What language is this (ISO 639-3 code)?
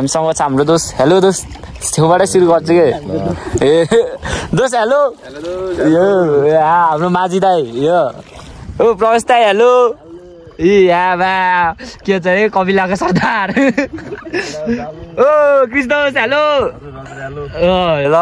nep